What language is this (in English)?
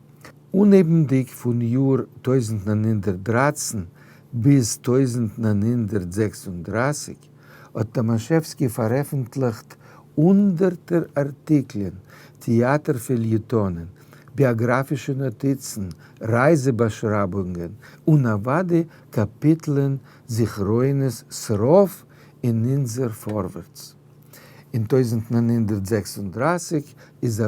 Yiddish